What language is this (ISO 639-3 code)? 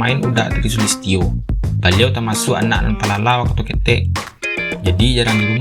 min